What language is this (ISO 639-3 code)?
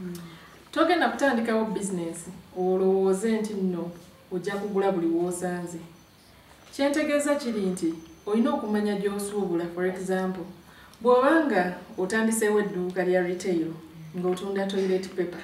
lug